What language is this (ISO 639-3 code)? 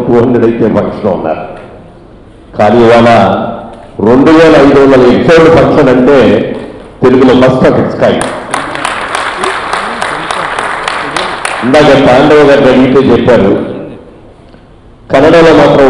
tel